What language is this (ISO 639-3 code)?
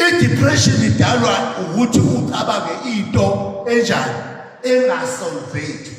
zul